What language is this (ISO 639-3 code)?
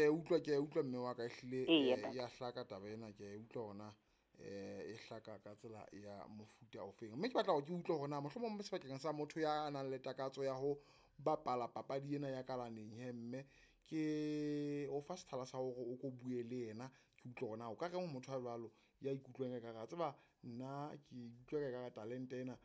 sot